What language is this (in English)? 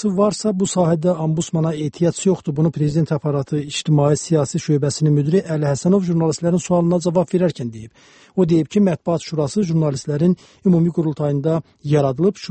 Azerbaijani